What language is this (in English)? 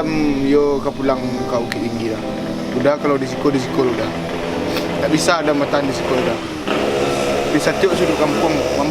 Minangkabau